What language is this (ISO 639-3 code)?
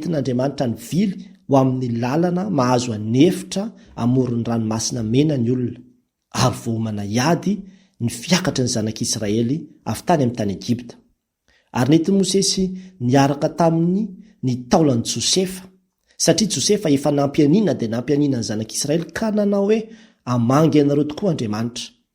mlg